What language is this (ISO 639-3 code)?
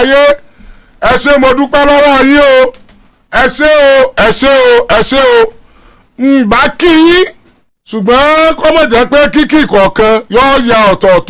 yor